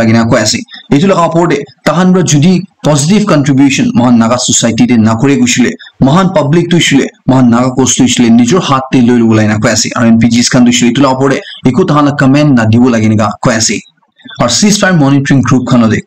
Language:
Naga Pidgin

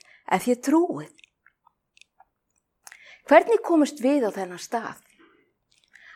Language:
Icelandic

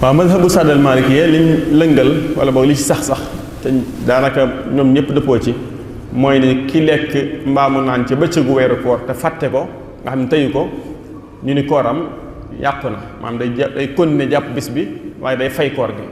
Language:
Wolof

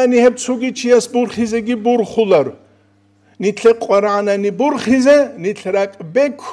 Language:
Avaric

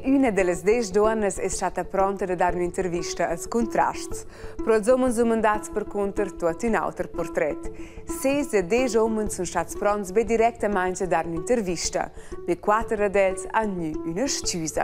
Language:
Romansh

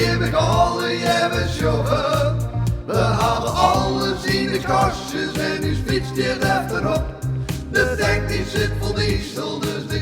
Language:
Western Frisian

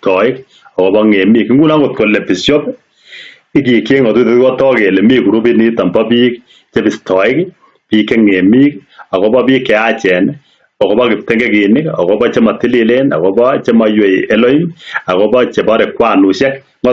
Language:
Kalenjin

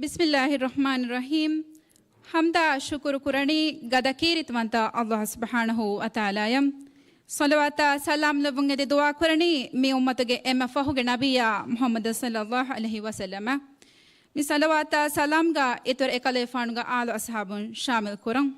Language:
Divehi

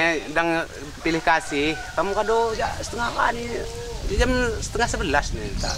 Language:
Lampung Api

